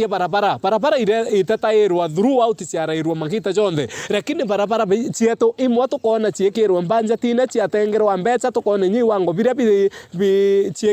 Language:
Meru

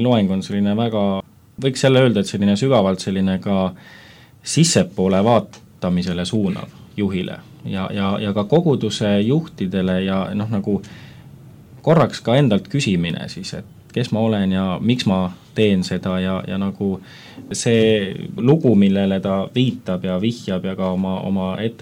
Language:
Estonian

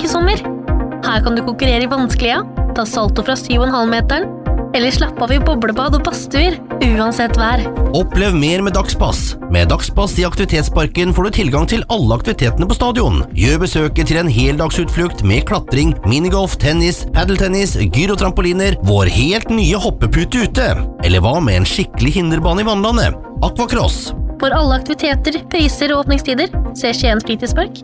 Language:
Norwegian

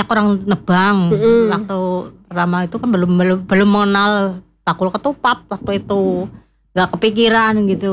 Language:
Indonesian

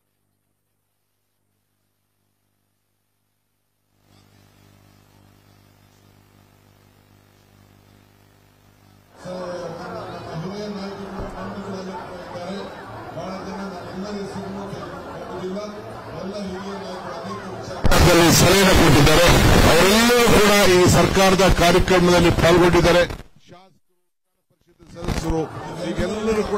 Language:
Kannada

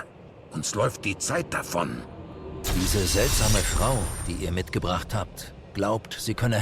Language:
Swiss German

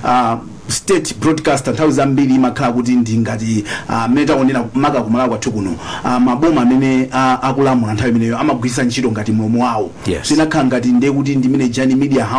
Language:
Nyanja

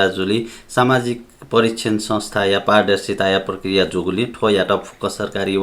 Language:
Newari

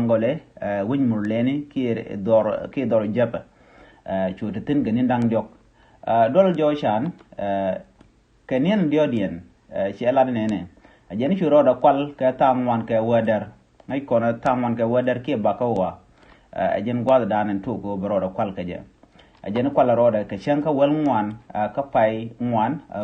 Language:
Nuer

